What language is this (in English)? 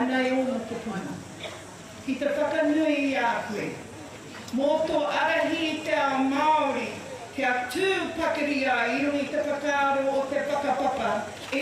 Māori